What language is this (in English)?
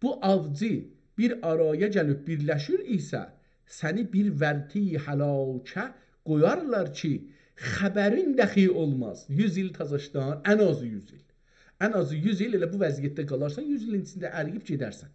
South Azerbaijani